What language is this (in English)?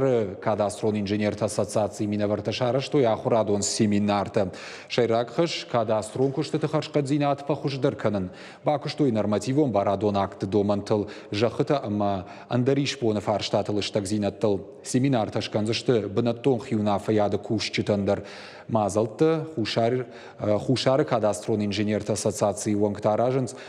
Ossetic